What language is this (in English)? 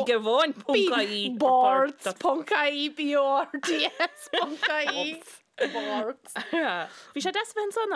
Irish